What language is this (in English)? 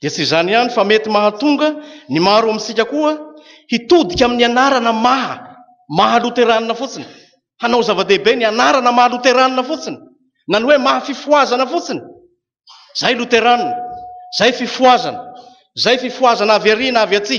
Malagasy